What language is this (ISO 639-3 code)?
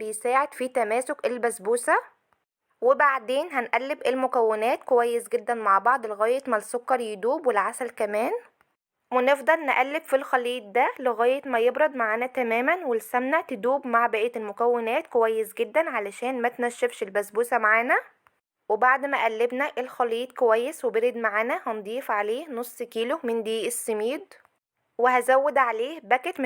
arz